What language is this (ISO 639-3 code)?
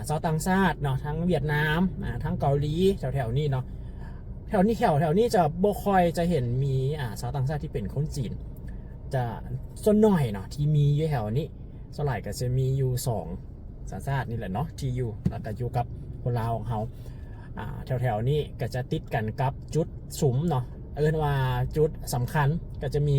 lao